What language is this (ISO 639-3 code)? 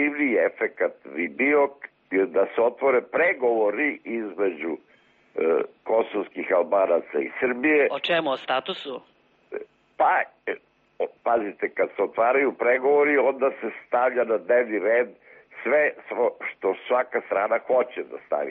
srp